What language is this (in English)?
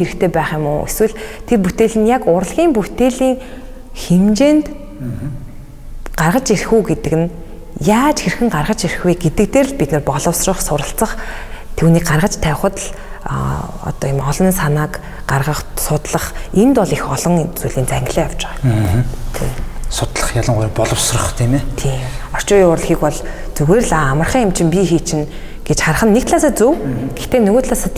Mongolian